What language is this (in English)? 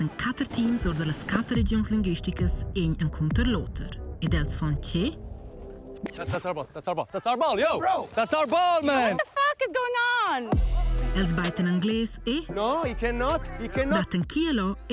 Romansh